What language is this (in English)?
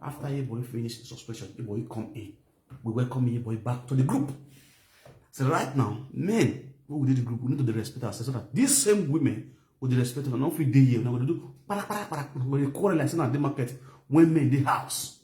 Nigerian Pidgin